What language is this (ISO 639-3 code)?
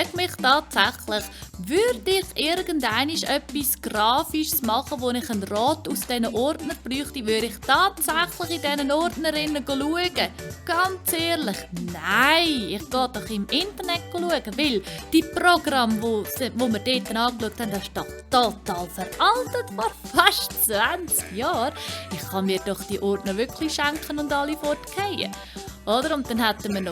gsw